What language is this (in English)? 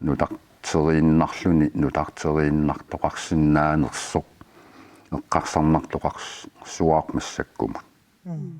Kalaallisut